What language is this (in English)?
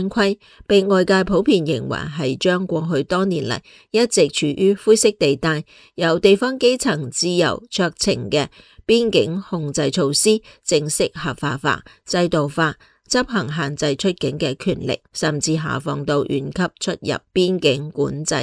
Cantonese